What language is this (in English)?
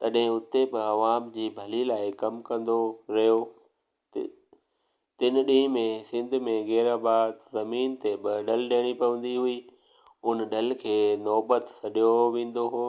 Sindhi